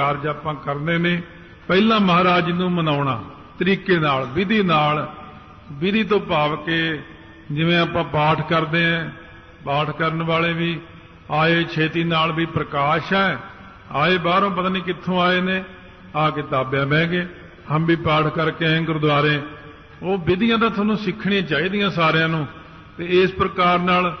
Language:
Punjabi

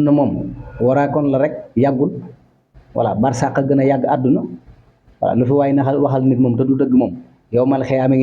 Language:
Wolof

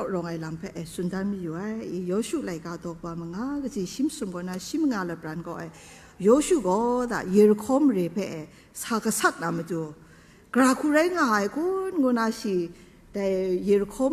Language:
Kachin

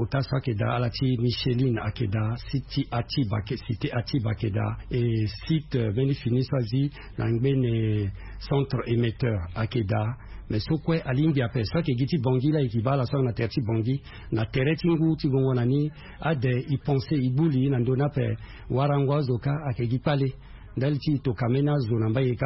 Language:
Sango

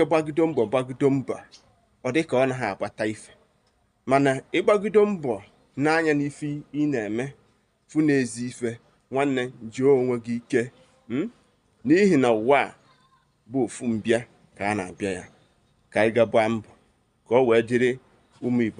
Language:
Igbo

